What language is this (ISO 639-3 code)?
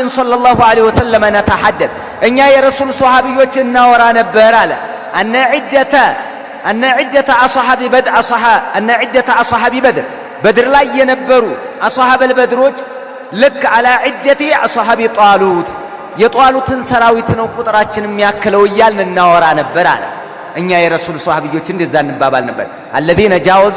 amh